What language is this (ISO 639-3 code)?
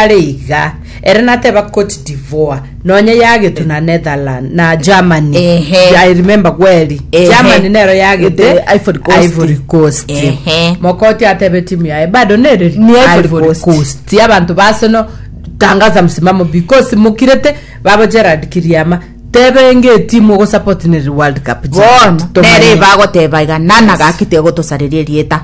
guz